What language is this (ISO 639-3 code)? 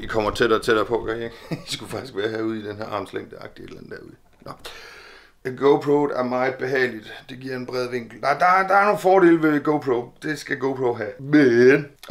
dan